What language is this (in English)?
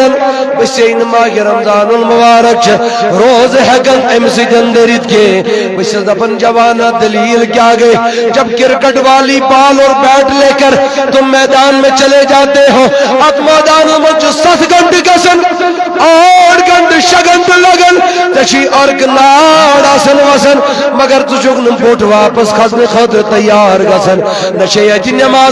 Kashmiri